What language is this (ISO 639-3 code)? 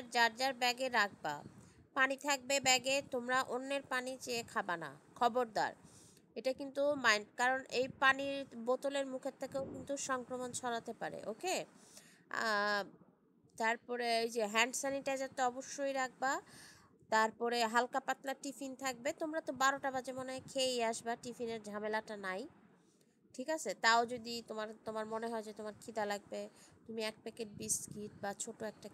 ben